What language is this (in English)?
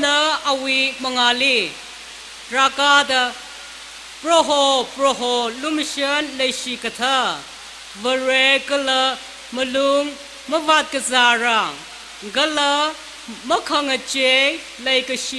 Tangkhul Naga (India)